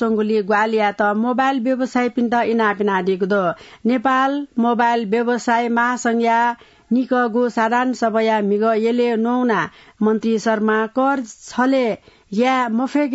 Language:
Newari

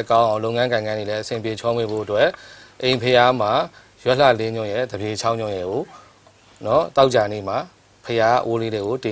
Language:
Burmese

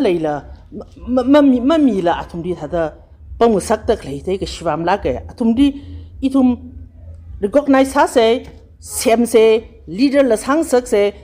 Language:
Tangkhul Naga (India)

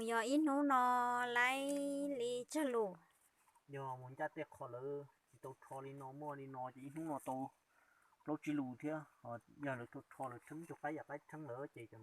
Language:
Hmong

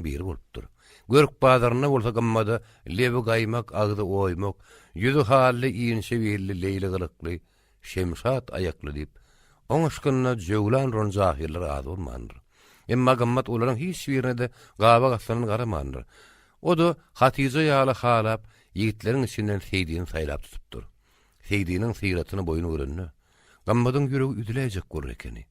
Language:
Turkmen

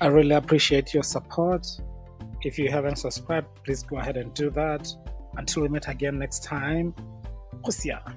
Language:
Tswana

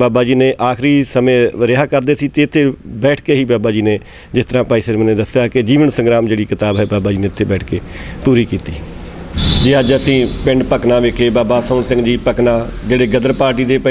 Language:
Punjabi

